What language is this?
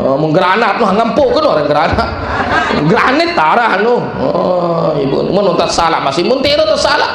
Sasak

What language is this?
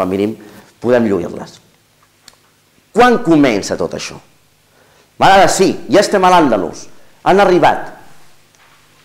Catalan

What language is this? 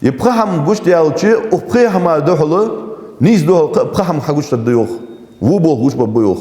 Ingush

